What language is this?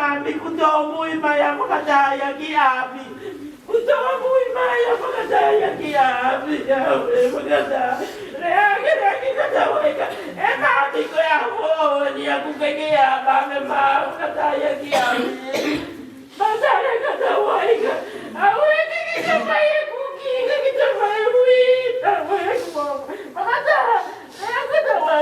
Tongan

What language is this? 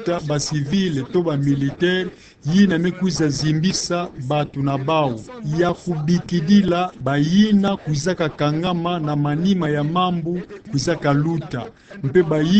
Kituba (Democratic Republic of Congo)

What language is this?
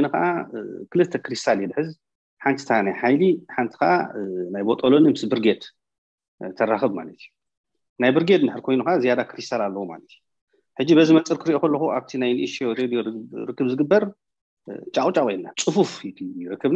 Tigrinya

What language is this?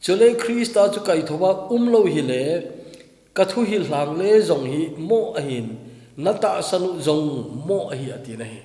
Thado Chin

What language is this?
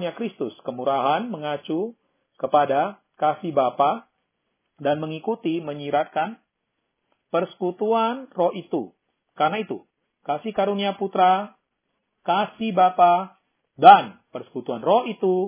Indonesian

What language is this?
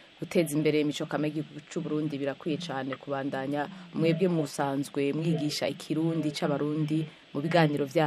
Rundi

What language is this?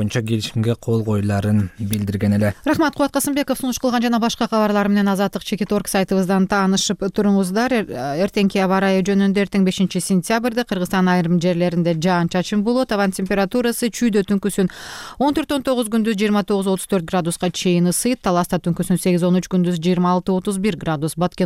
Kyrgyz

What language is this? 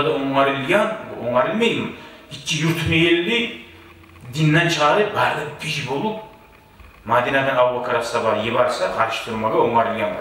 Kumyk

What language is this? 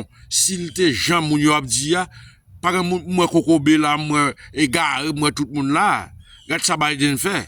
Haitian Creole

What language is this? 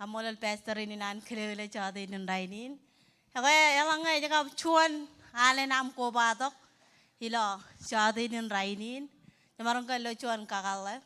Marshallese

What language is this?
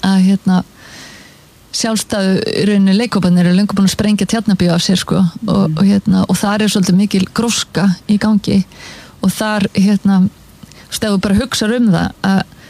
Icelandic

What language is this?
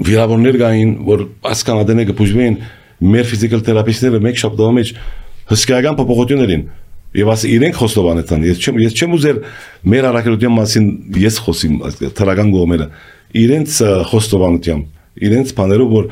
Armenian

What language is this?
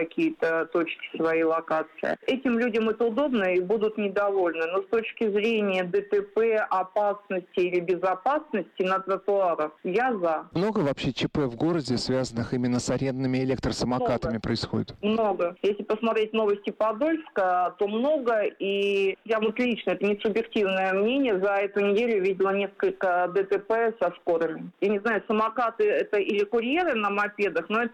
Russian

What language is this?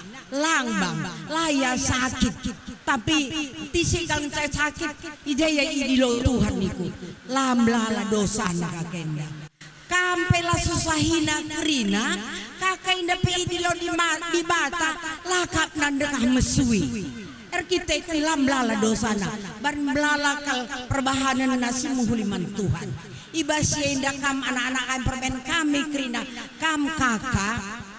Batak Karo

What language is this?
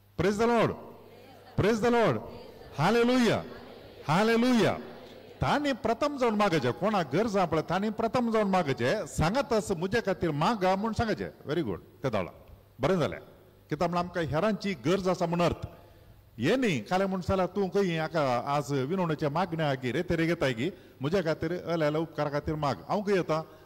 Konkani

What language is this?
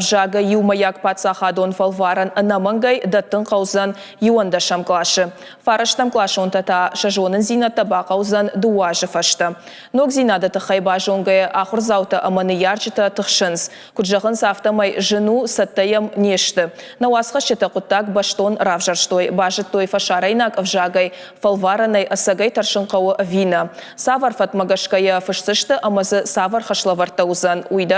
Ossetic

